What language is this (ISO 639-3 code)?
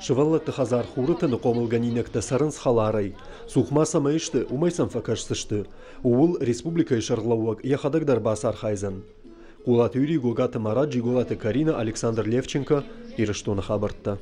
oss